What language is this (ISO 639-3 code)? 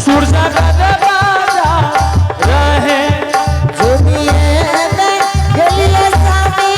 anp